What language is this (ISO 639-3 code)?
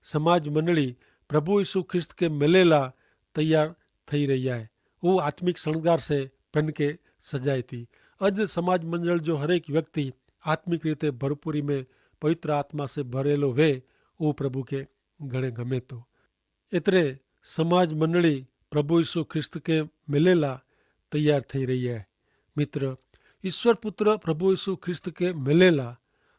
kfr